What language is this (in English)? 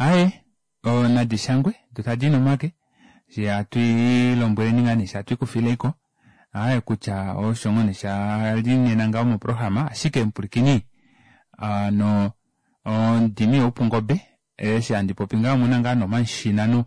Kuanyama